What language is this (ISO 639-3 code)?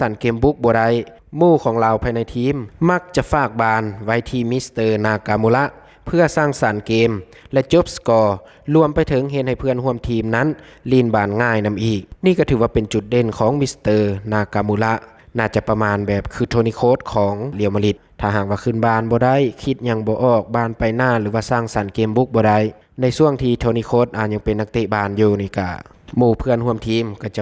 lao